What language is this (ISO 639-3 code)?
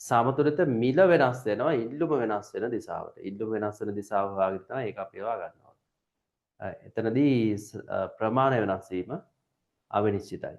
sin